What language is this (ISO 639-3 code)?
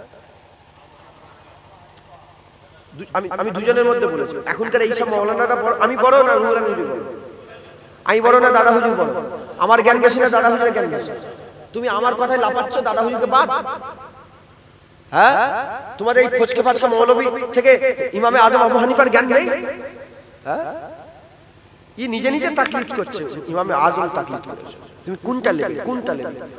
ben